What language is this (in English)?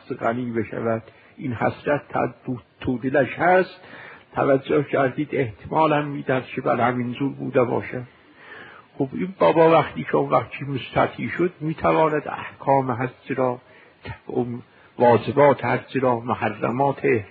Persian